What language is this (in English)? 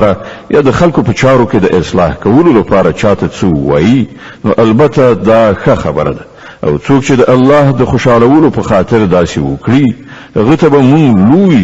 Pashto